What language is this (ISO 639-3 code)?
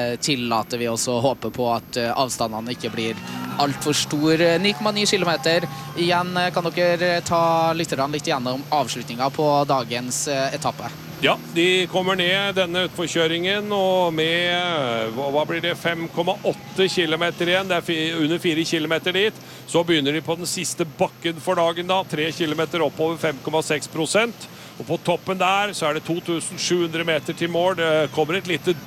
nor